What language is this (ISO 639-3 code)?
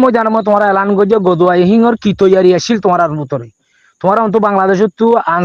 rhg